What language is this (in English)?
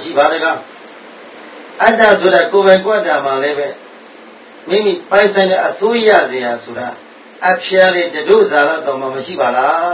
Burmese